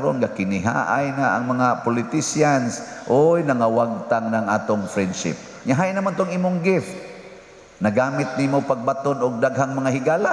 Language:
Cebuano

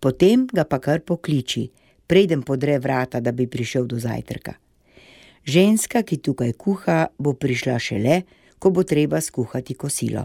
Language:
Slovenian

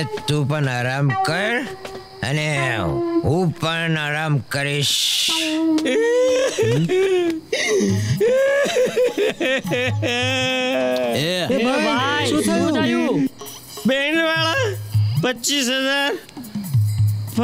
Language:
Gujarati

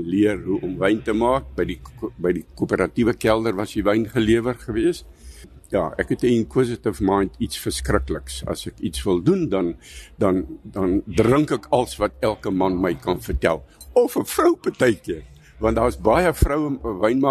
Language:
Afrikaans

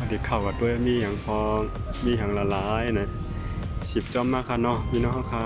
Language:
Shan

